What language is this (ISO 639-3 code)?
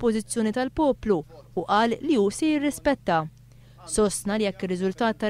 mlt